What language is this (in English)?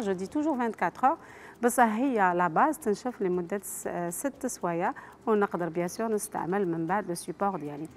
Algerian Arabic